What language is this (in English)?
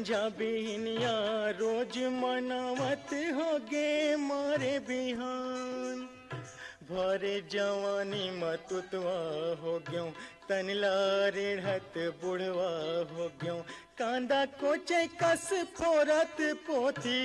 Chhattisgarhi